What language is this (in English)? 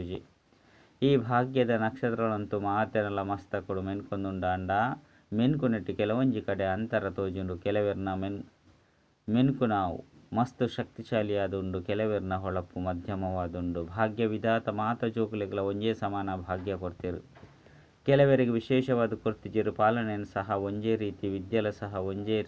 Tulu